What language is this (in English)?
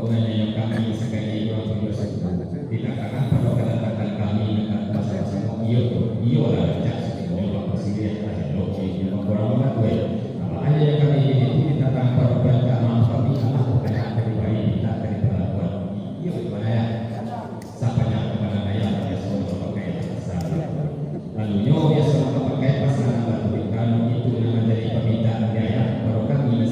Minangkabau